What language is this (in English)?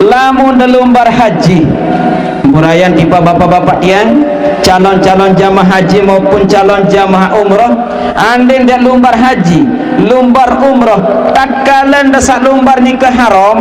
Sasak